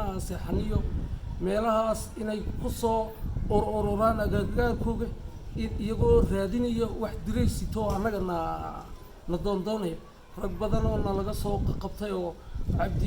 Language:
Somali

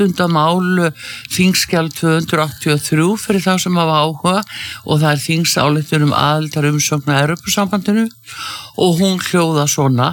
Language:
Icelandic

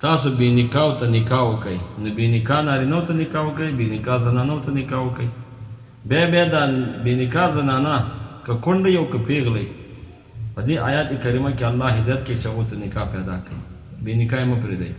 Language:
Pashto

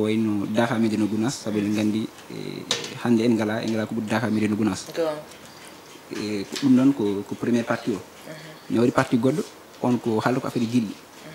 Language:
Fula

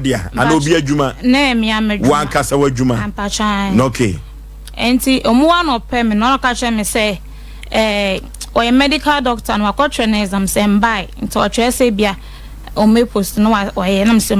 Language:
Akan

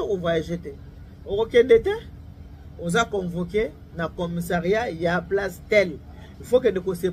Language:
Lingala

